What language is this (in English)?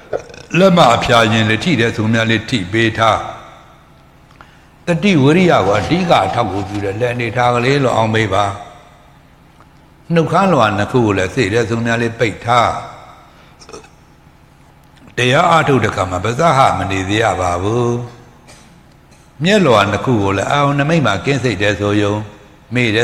Burmese